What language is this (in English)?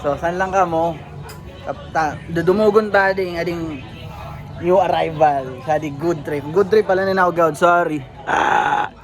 Bikol